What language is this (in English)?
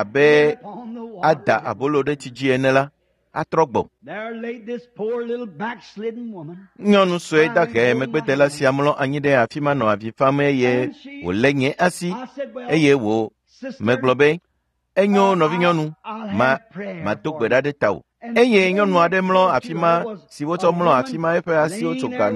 Ewe